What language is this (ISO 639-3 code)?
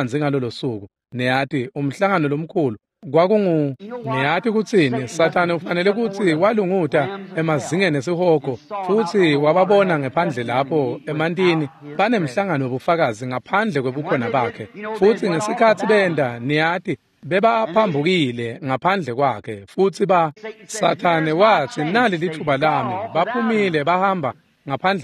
ssw